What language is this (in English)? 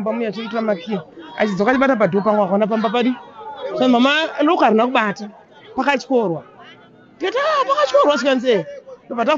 Shona